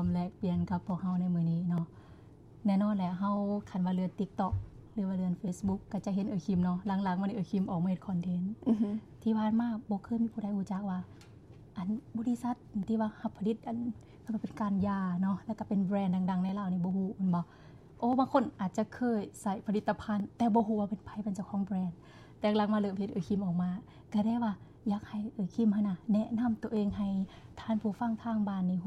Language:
Lao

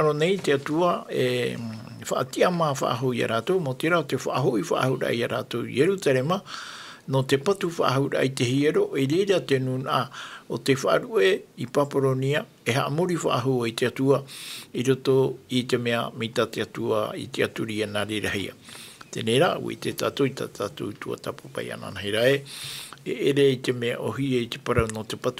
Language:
Tahitian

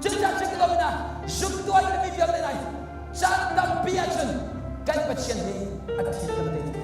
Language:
Hakha Chin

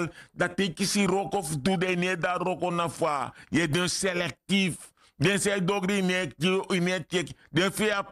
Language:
Sranan Tongo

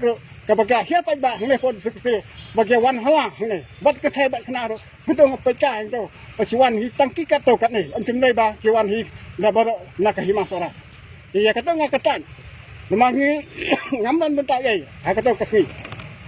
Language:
Khasi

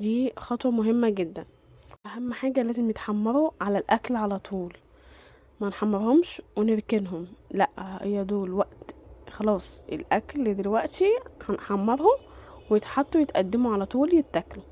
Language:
Egyptian Arabic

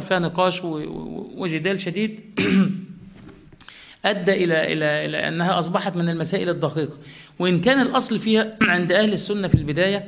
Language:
Arabic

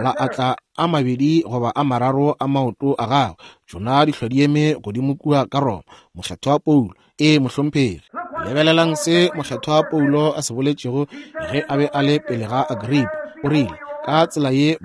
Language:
Northern Sotho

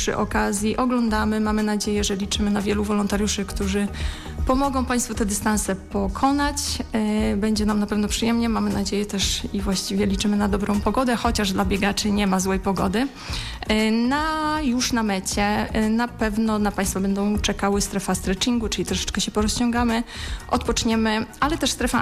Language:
Polish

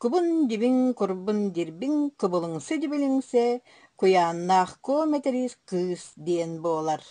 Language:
Yakut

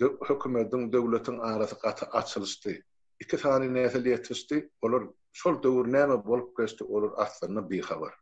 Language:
Turkmen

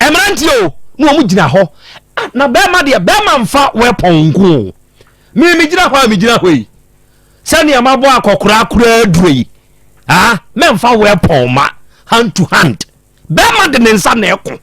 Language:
Akan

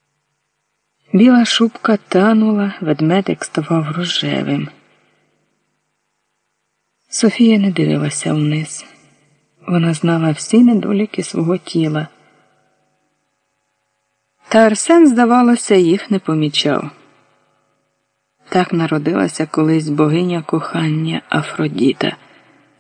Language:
Ukrainian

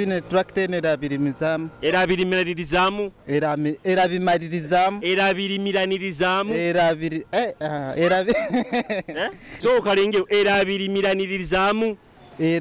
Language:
Nyoro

